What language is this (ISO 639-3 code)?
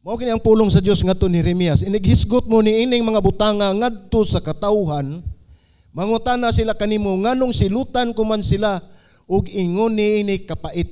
ceb